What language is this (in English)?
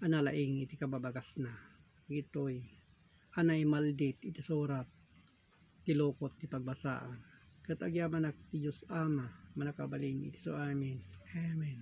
Iloko